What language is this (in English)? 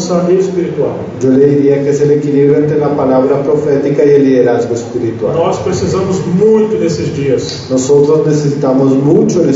Spanish